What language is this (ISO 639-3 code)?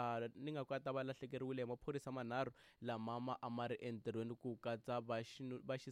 tso